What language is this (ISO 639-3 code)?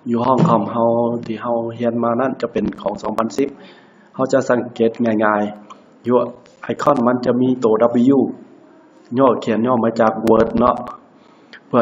lao